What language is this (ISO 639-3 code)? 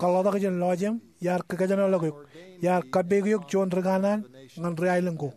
mah